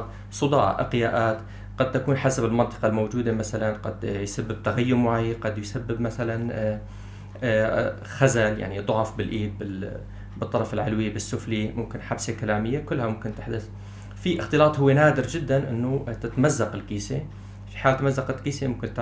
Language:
North Levantine Arabic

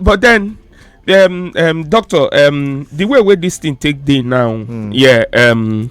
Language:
Nigerian Pidgin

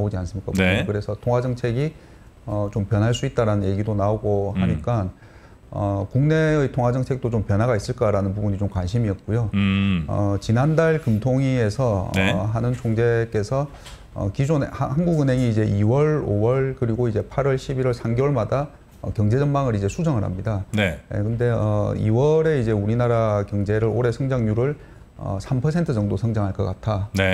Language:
Korean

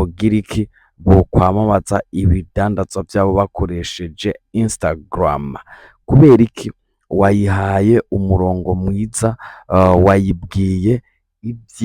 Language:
Rundi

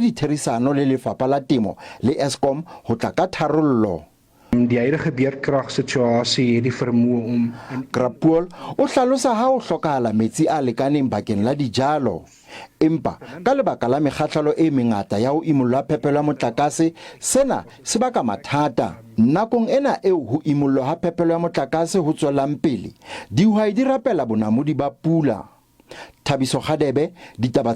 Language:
Southern Sotho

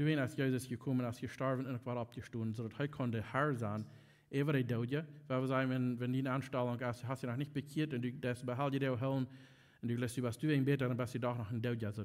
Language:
Plautdietsch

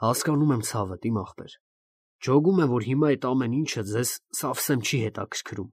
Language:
Armenian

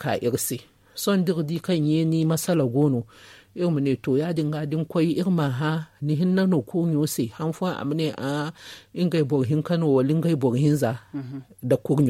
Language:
Zarma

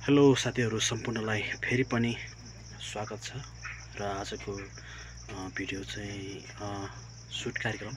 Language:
Nepali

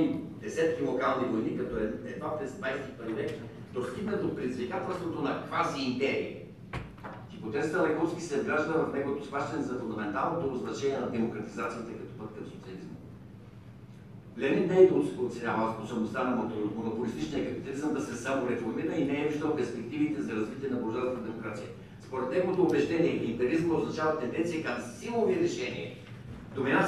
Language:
Bulgarian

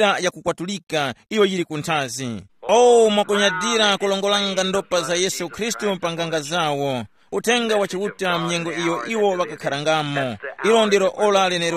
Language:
Tumbuka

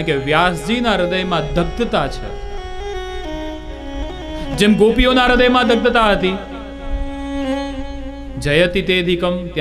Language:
Gujarati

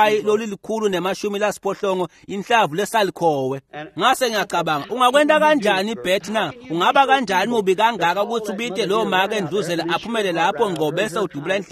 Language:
Swati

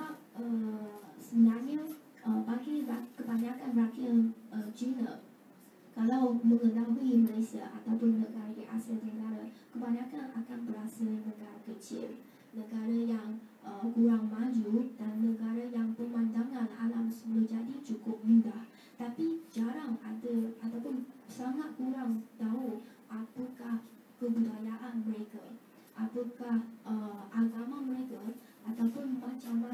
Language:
Malay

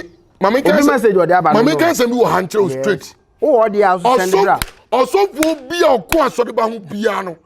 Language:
Akan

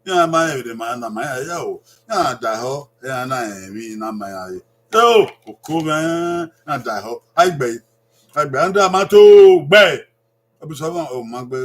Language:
Bini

